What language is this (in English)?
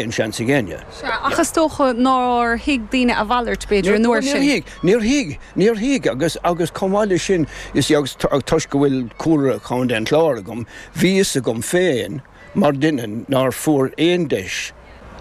Irish